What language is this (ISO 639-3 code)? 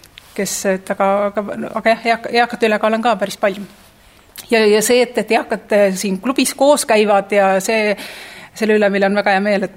est